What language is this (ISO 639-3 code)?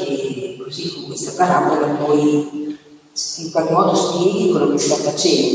ita